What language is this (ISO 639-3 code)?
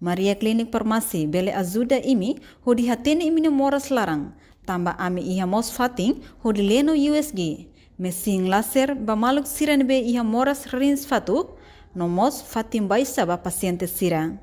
tet